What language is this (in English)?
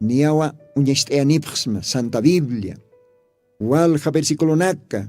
Aymara